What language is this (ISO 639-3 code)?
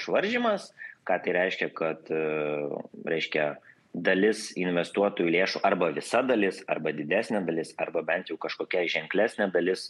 lit